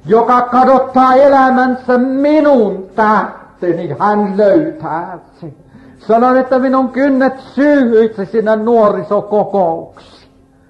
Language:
Finnish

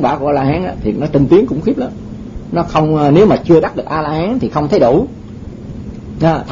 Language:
Vietnamese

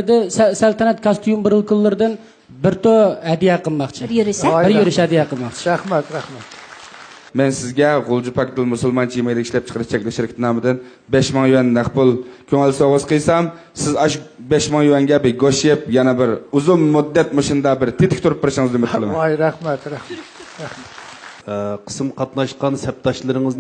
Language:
Uyghur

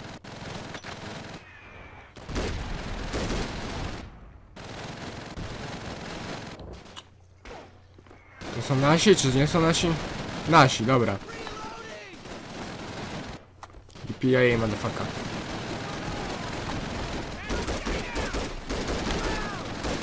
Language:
Polish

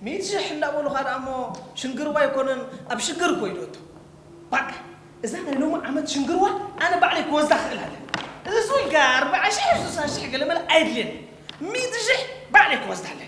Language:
Tigrinya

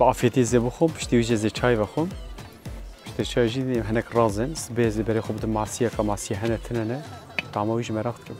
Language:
Kurdish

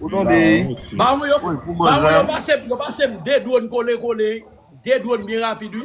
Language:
Haitian Creole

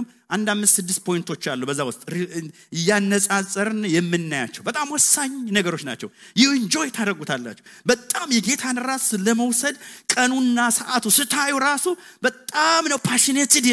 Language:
Amharic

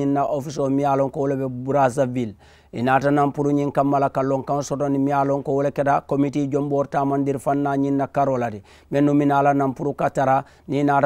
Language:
Mandingo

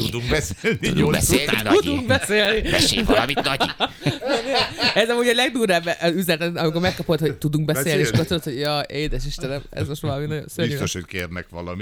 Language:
Hungarian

